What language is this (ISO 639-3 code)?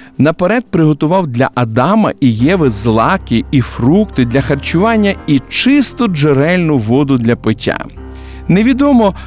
ukr